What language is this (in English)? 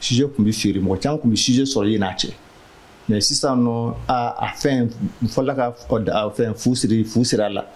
Bambara